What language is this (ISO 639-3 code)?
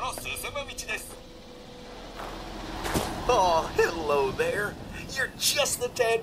jpn